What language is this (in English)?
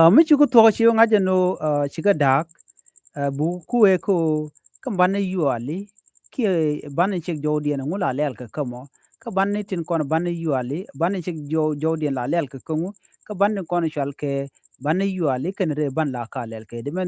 Nuer